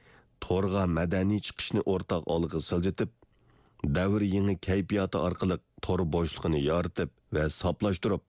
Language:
Uyghur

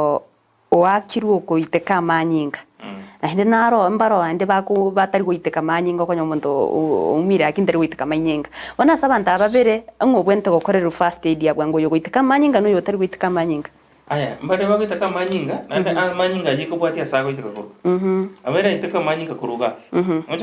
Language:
Gusii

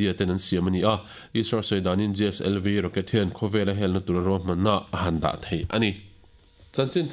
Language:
Mizo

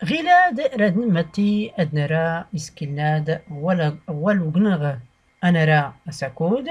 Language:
Tachelhit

